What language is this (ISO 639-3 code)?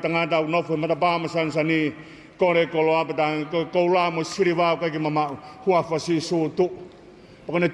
ton